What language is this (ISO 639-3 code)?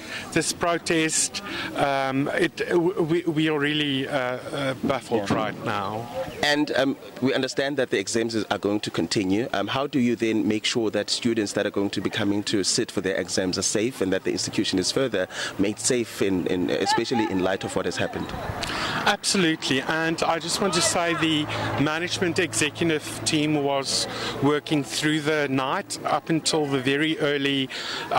eng